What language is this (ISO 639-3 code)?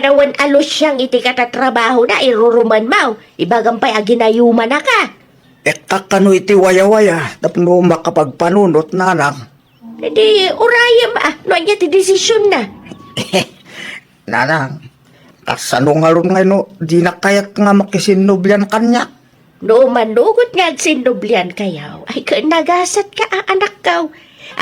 ilo